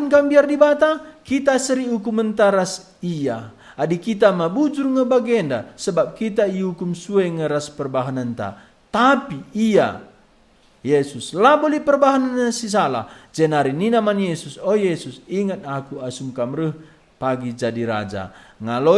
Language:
Batak Karo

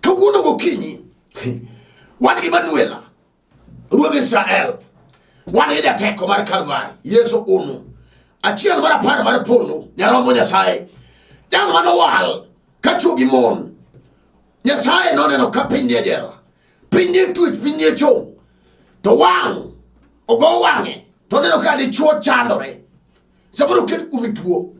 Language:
Luo (Kenya and Tanzania)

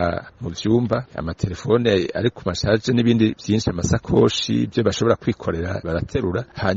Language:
Rundi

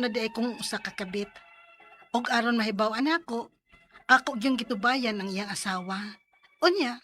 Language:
Cebuano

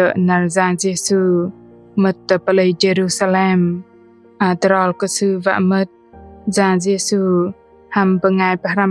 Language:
Bahnar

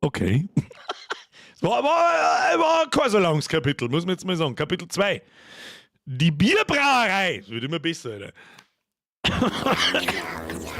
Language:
Bavarian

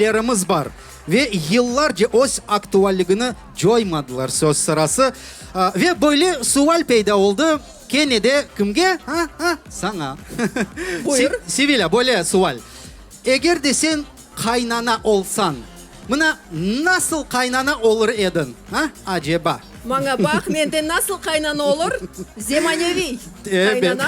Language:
Crimean Tatar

